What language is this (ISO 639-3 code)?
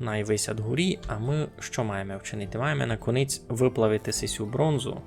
rue